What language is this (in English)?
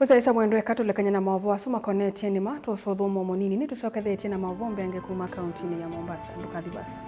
Kamba